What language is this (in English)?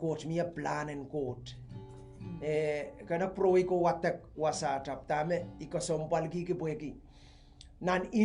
Pohnpeian